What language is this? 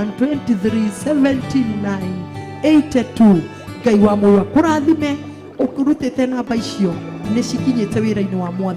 Kikuyu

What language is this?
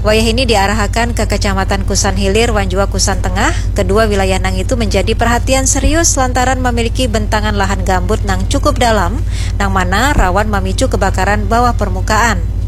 Banjar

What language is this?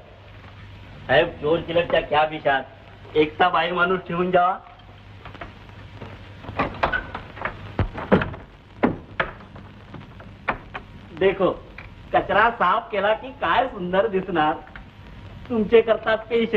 Marathi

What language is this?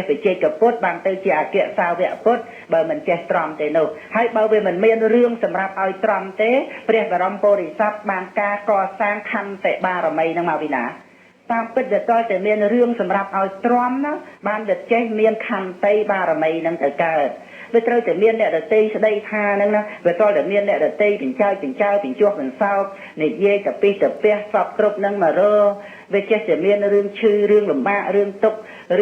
Khmer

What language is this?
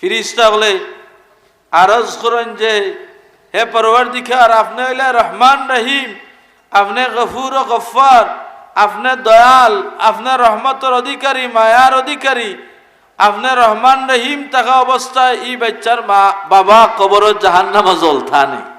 Sylheti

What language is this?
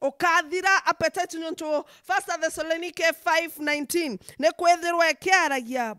Meru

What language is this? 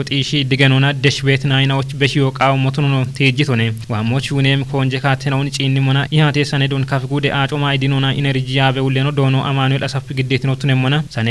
Kafa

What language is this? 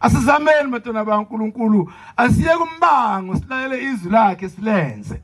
Zulu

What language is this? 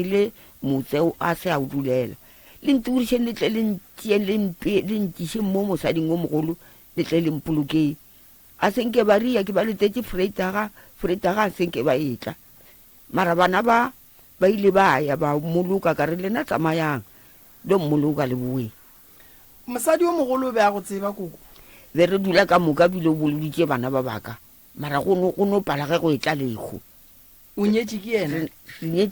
Northern Sotho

